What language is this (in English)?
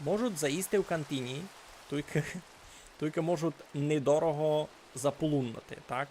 Rusyn